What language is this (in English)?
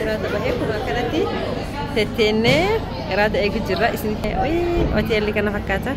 Oromo